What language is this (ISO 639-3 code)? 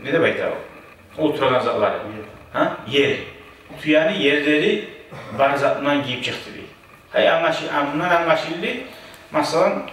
kum